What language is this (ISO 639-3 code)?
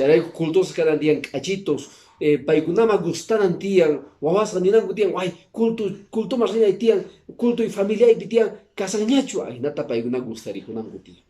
que